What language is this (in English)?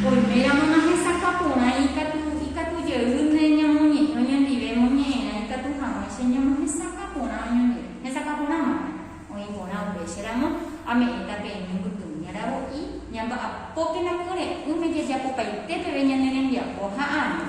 Guarani